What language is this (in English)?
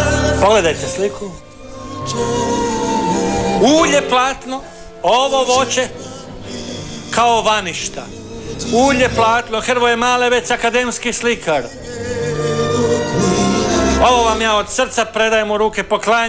Croatian